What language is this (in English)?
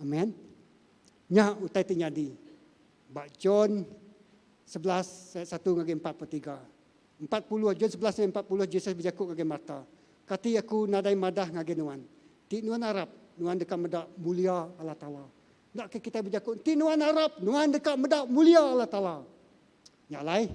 Iban